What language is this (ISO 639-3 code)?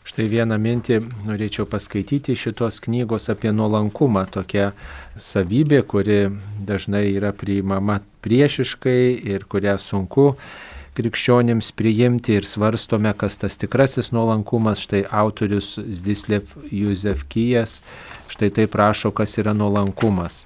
lit